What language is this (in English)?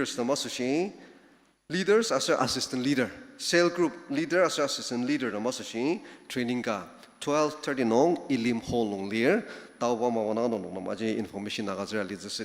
Ao Naga